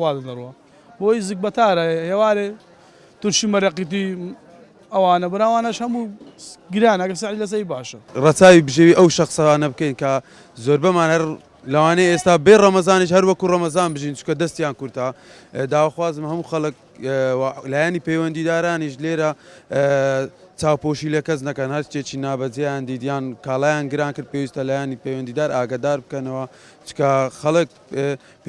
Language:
Central Kurdish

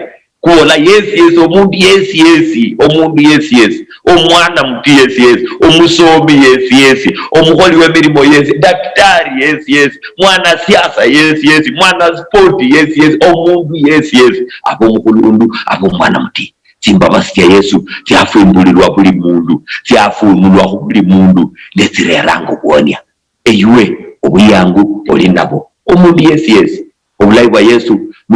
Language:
Luyia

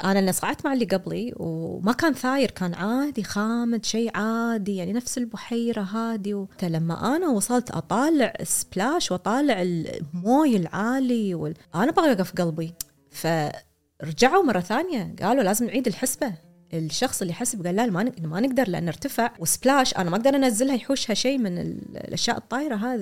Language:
Gulf Arabic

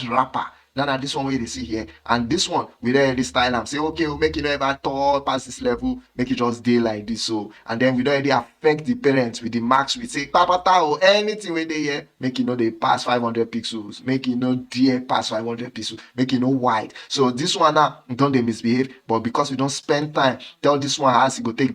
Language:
Nigerian Pidgin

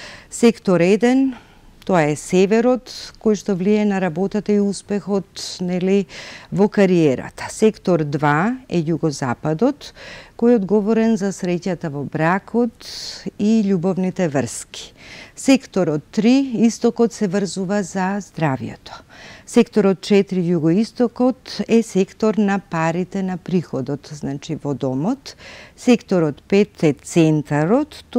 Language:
Macedonian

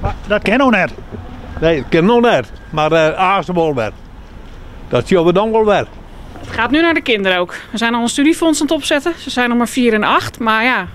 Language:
Western Frisian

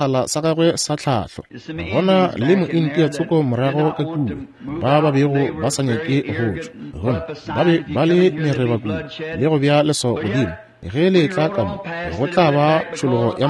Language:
Northern Sotho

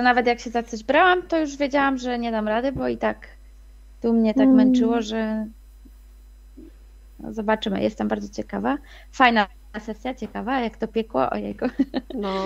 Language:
Polish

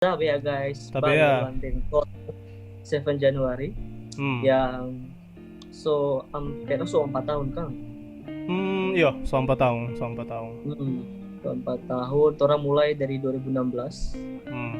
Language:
Manado Malay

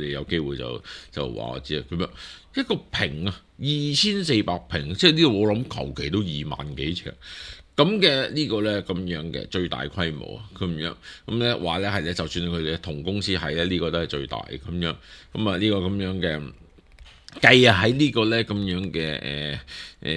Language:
Cantonese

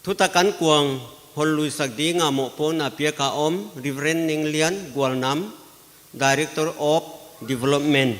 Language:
Paite Chin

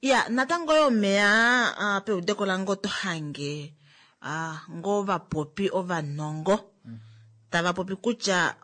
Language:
Kuanyama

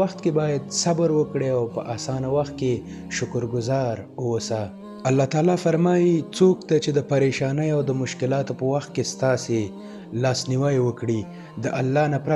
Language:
Pashto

